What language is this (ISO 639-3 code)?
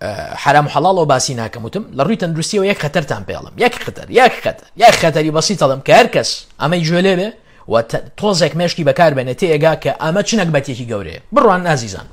ckb